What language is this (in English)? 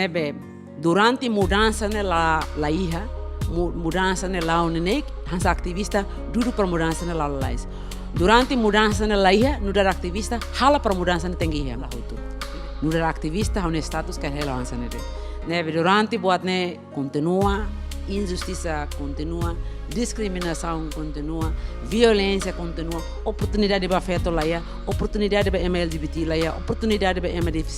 Tetum